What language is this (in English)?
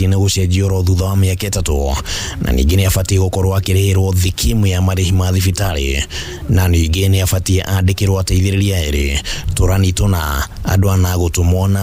Kikuyu